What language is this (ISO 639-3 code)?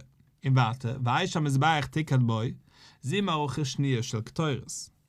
yid